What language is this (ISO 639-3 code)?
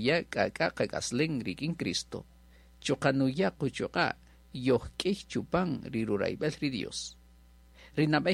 cak